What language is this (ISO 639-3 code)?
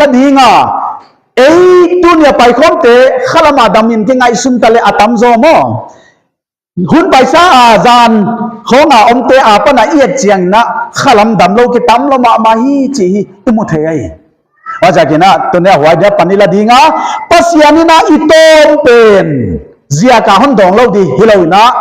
pck